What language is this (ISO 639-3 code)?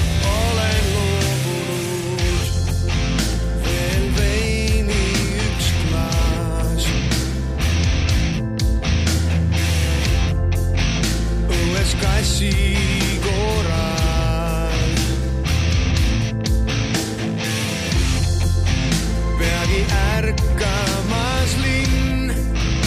est